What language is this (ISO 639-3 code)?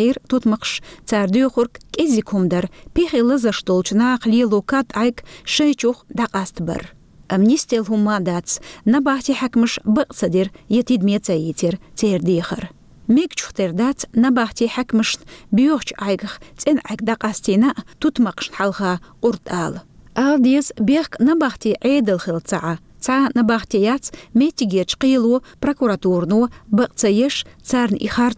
che